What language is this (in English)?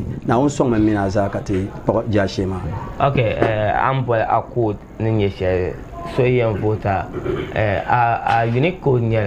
Dagbani